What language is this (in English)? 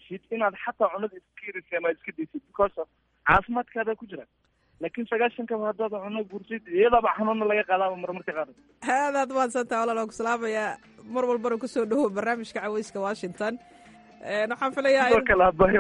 Somali